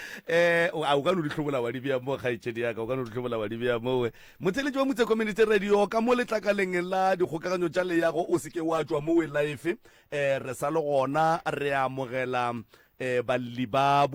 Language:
Northern Sotho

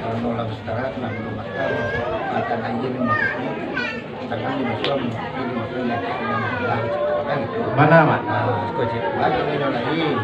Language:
Minangkabau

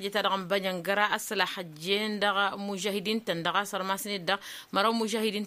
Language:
Tamasheq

